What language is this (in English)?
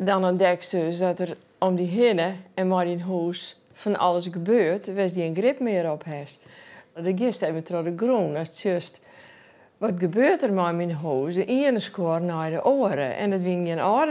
Western Frisian